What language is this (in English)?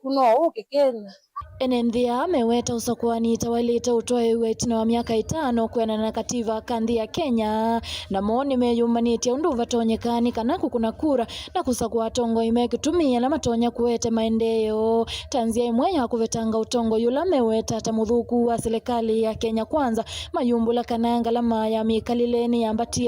Kamba